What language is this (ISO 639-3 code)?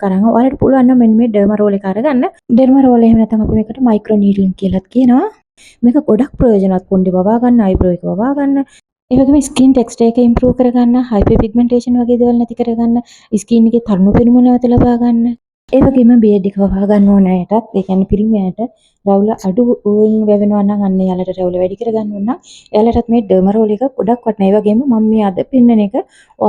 sin